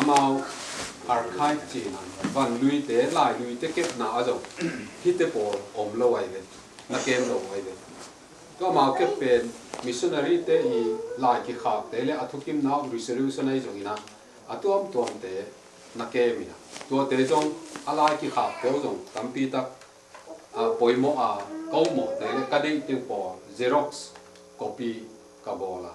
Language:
Tedim Chin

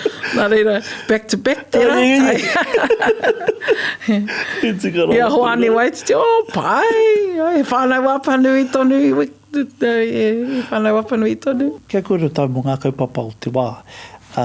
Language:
Māori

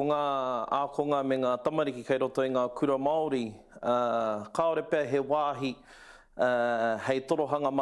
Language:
Māori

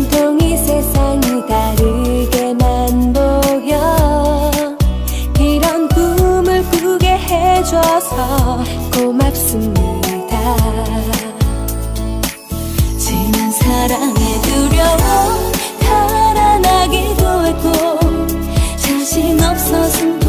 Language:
Korean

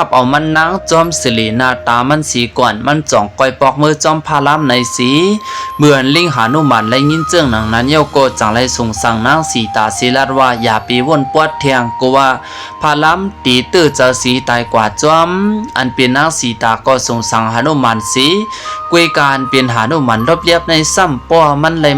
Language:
Shan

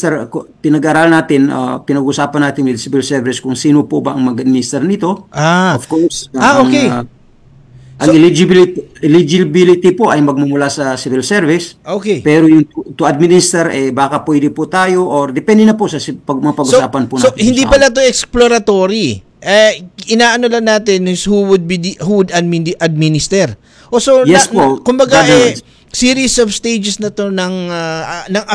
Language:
Filipino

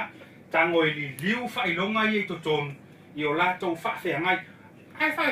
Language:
Samoan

